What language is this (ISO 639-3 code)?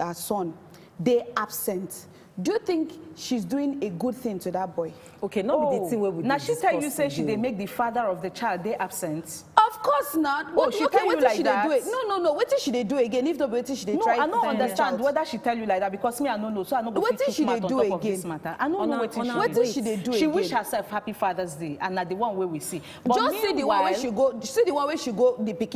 pcm